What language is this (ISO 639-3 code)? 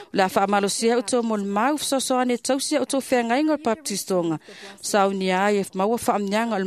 smo